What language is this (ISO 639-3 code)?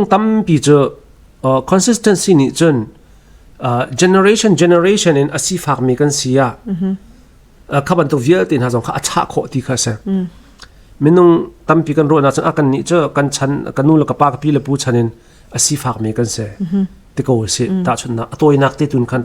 cnh